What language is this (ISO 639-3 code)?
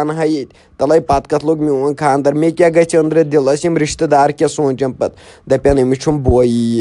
kas